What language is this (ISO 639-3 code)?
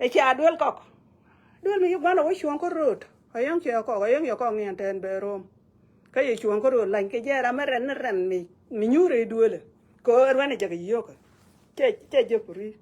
nus